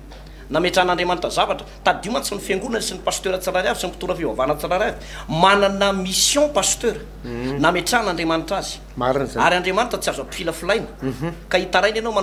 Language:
Malagasy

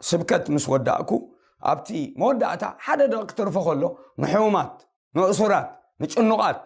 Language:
Tigrinya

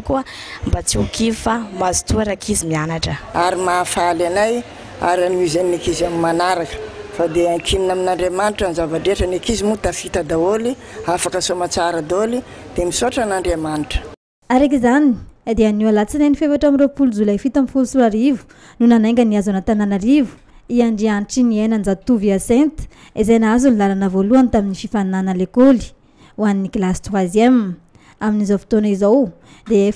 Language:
Malagasy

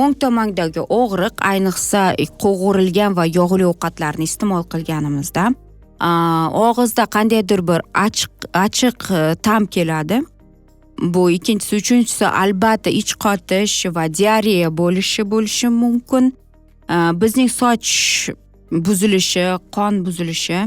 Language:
Uzbek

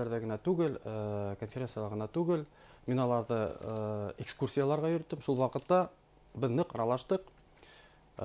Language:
Bashkir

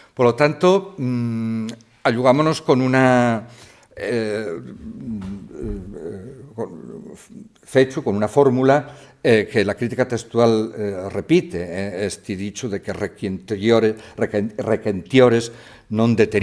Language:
Asturian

